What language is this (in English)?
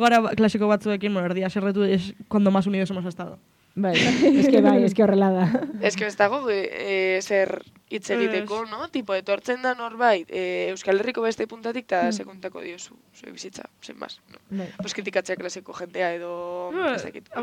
Basque